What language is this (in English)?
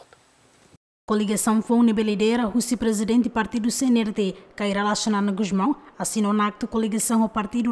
Tetum